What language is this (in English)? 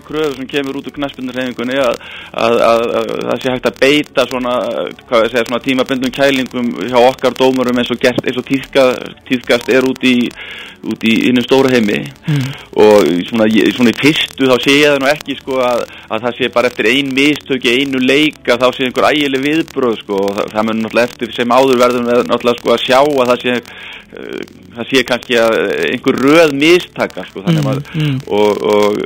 Icelandic